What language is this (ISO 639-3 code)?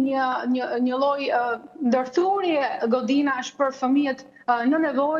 sqi